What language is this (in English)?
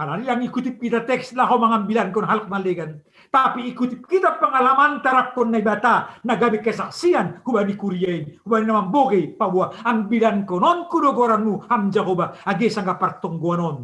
Batak Simalungun